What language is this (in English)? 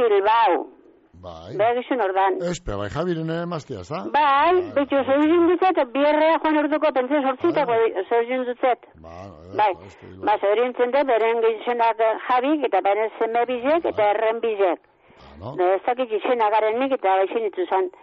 Basque